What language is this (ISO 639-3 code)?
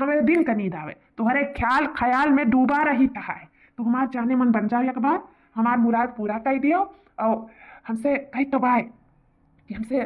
awa